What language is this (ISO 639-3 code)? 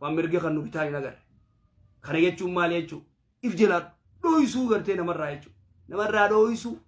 orm